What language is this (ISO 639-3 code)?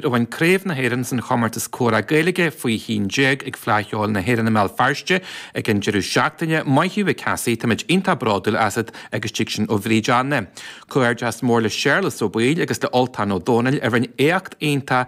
gle